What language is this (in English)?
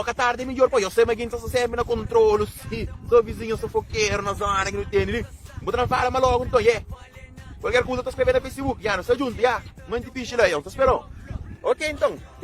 Kabuverdianu